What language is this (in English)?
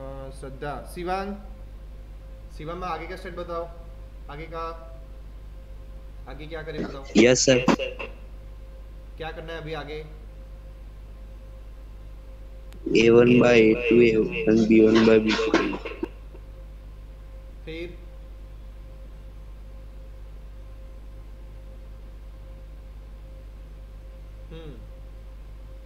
Hindi